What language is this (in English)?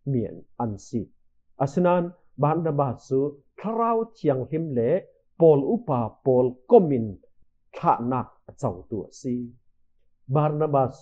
Falam Chin